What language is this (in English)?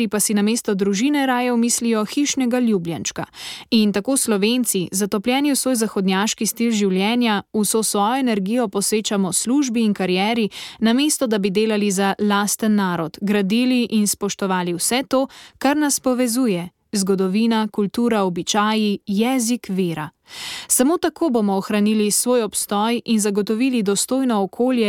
Slovenian